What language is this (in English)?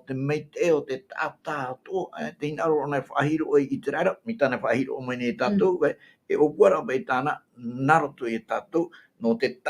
Tahitian